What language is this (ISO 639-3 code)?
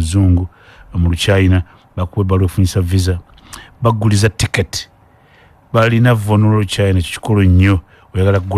lug